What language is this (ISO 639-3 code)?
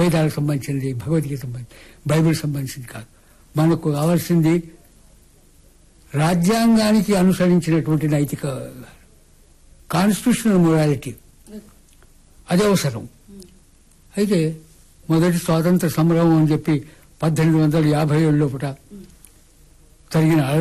tel